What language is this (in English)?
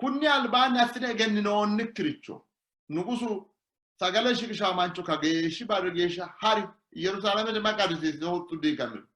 Sidamo